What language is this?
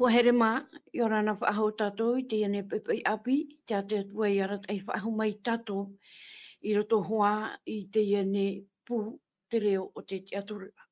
Tahitian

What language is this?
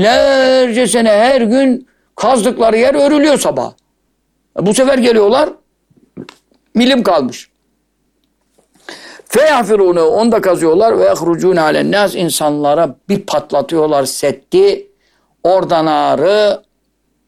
Turkish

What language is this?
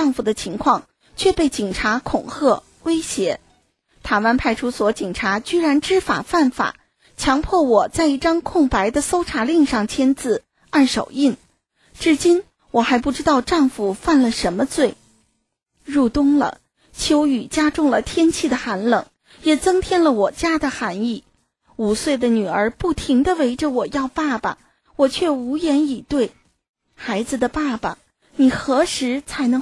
Chinese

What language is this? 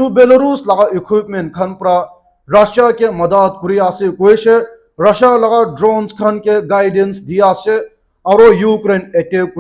Naga Pidgin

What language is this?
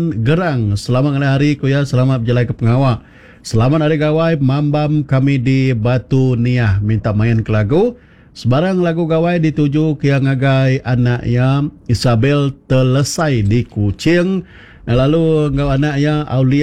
Iban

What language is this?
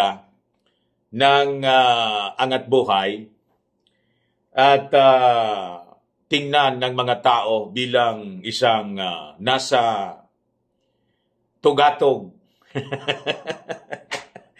Filipino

